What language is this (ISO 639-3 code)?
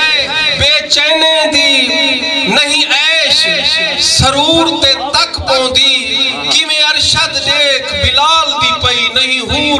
skr